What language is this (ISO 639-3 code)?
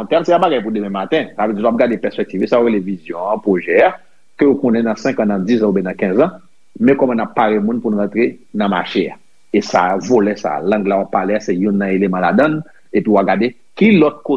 hat